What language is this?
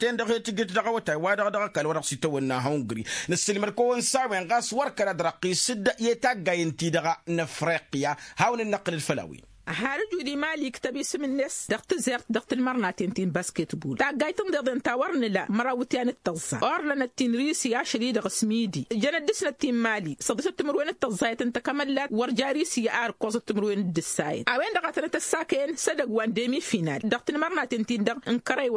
Tamasheq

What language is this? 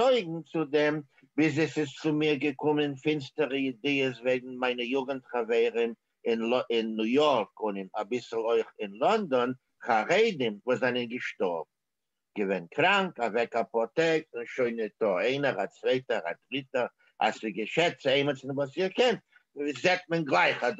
Yiddish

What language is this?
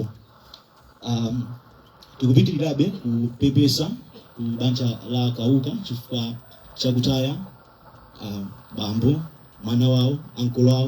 Nyanja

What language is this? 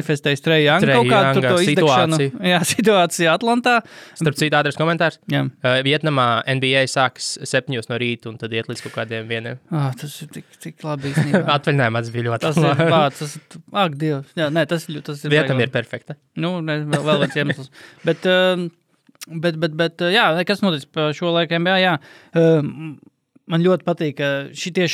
Latvian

